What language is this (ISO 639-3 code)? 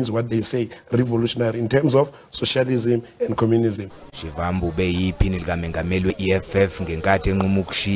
zul